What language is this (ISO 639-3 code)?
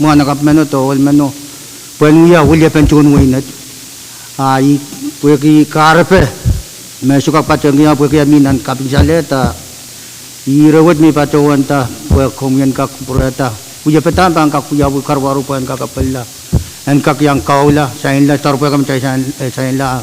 pon